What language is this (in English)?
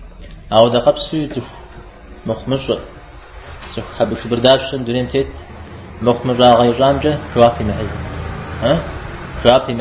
Kabardian